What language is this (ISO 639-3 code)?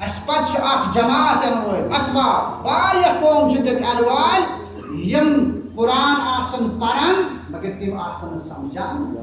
kas